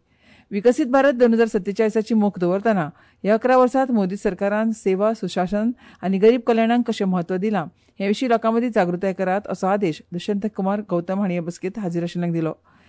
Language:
Konkani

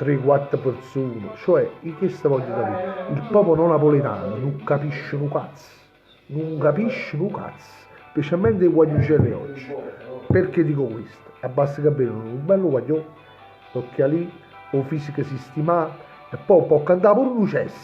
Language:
Neapolitan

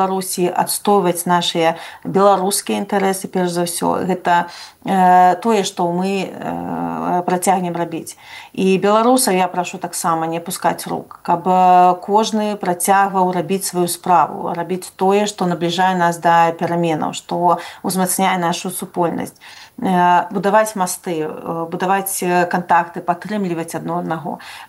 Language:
Belarusian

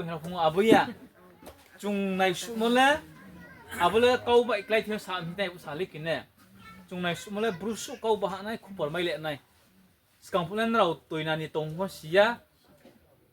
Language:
Riang (India)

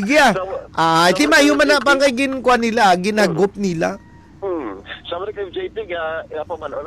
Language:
Hiligaynon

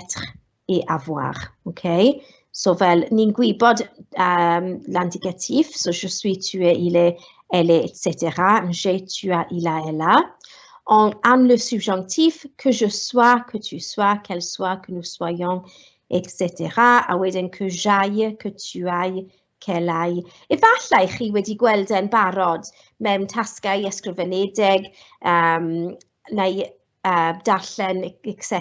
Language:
Welsh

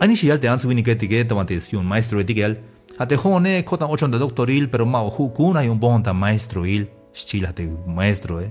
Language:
Tzeltal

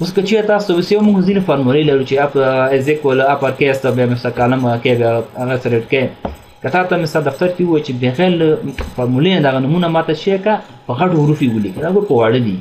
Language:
Pashto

